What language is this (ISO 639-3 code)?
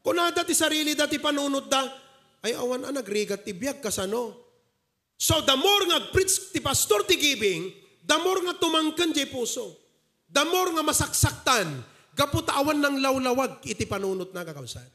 ilo